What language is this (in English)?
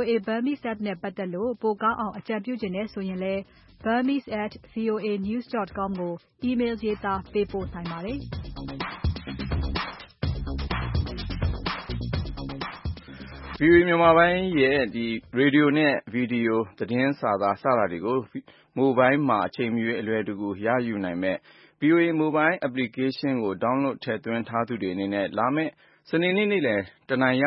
Burmese